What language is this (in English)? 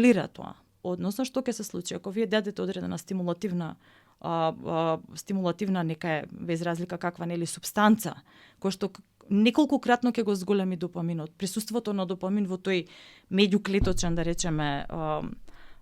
Macedonian